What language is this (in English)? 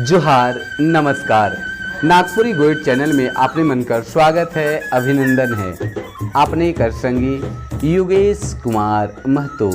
Sadri